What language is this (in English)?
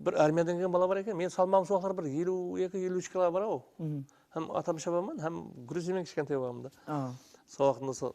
Kara-Kalpak